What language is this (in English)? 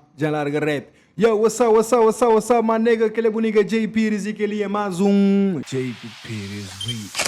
Kabuverdianu